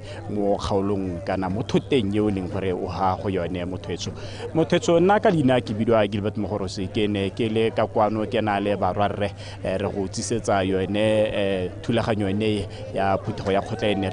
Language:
Tswana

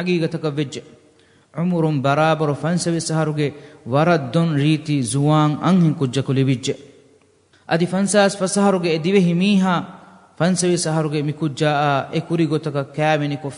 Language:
Divehi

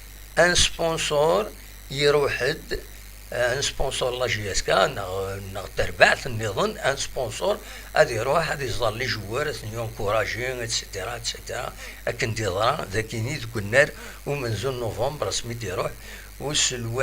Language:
Kabyle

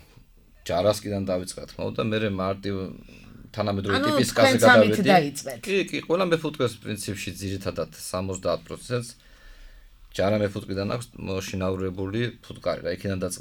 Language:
Georgian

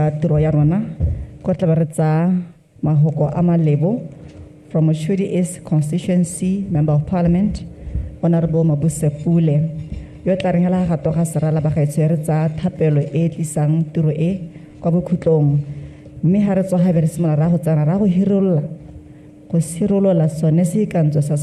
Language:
Tswana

